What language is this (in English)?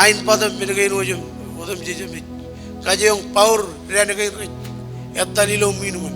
Marshallese